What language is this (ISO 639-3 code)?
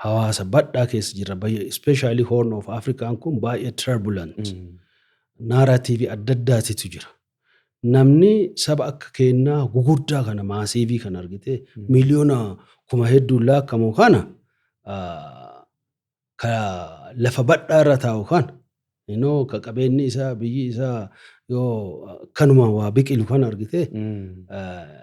orm